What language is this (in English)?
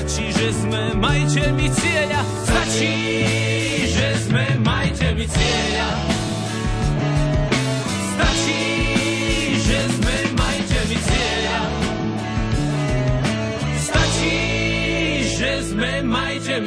Slovak